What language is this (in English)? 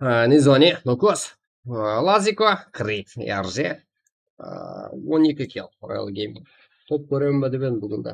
Kara-Kalpak